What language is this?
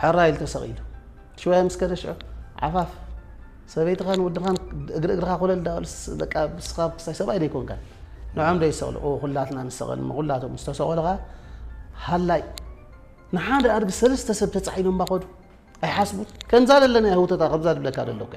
Tigrinya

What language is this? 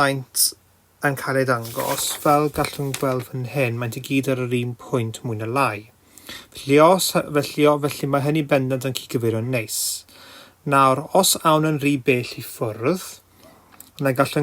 Welsh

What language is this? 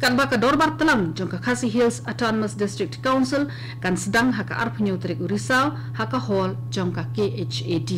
Khasi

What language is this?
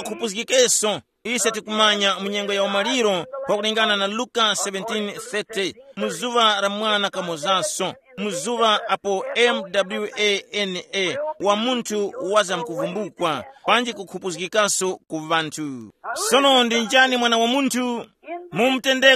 Tumbuka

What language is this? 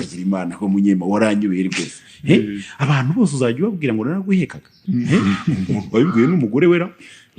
Kinyarwanda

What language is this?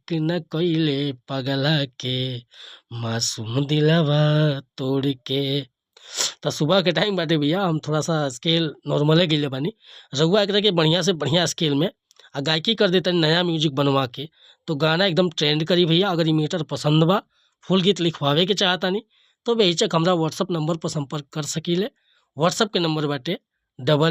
Bhojpuri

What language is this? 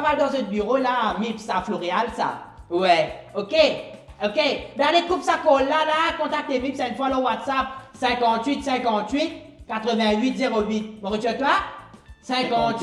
Morisyen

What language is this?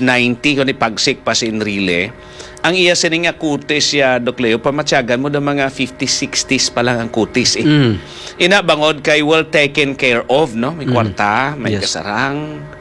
Hiligaynon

